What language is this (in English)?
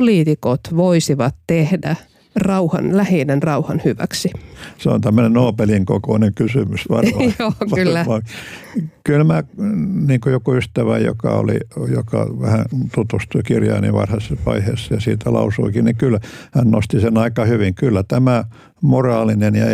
Finnish